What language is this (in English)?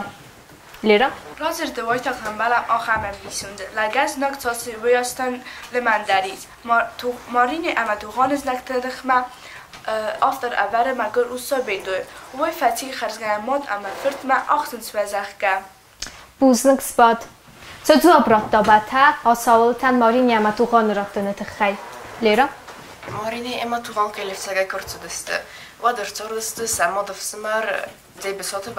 Ossetic